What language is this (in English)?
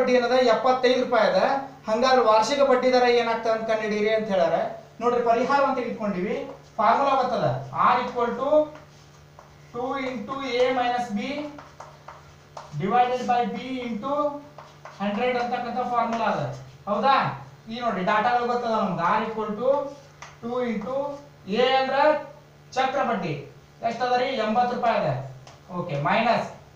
Kannada